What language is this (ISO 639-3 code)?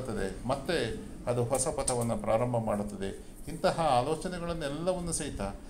kan